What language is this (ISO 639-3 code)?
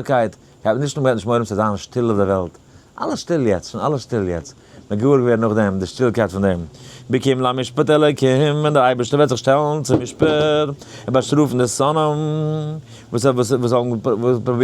yid